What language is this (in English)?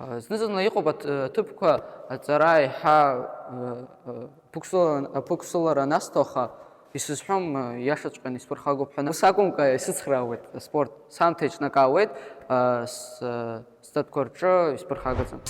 Abkhazian